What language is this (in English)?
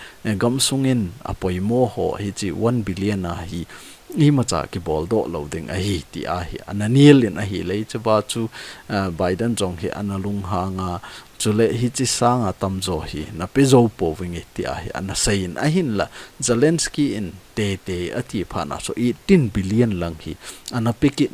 Thado Chin